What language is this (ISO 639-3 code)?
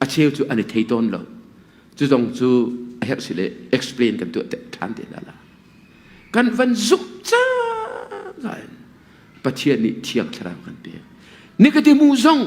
cnh